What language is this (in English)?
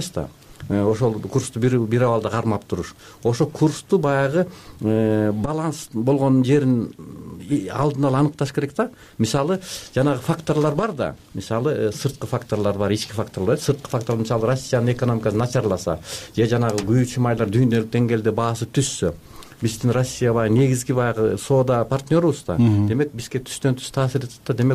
Kyrgyz